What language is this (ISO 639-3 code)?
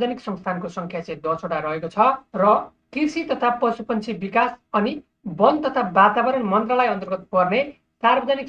nep